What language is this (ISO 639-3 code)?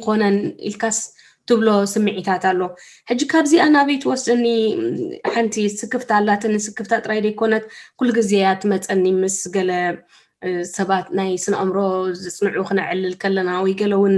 tir